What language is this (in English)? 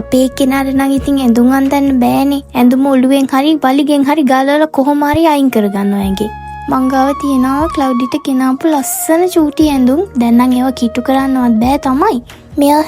Sinhala